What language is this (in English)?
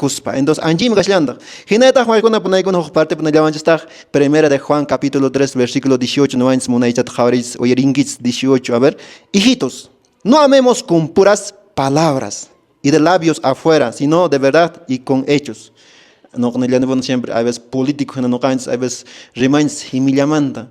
Quechua